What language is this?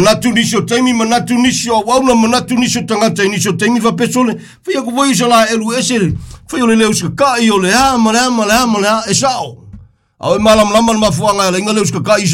Samoan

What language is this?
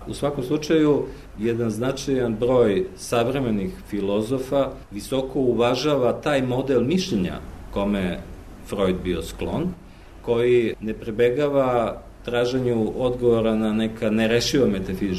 Serbian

